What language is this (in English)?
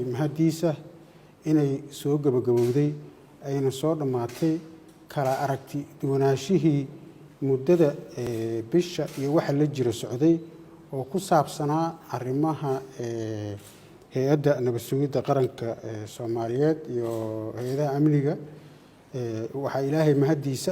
Somali